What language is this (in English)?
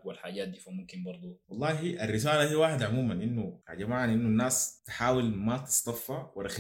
Sudanese Arabic